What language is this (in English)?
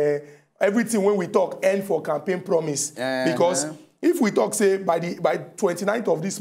Nigerian Pidgin